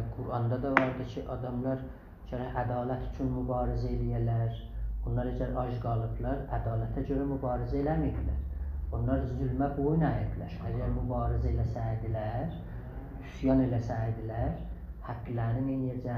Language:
South Azerbaijani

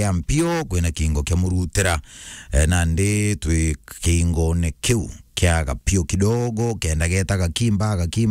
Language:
Meru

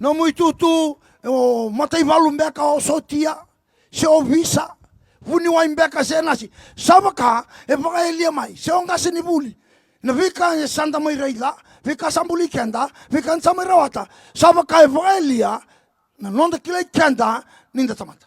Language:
Fijian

